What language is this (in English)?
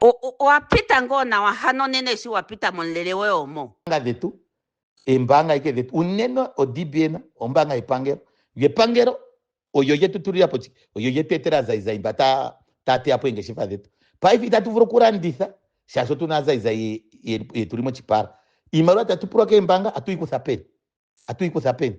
Ndonga